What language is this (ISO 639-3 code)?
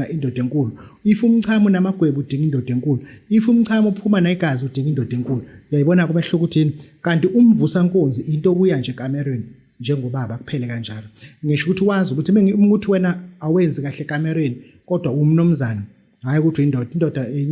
zul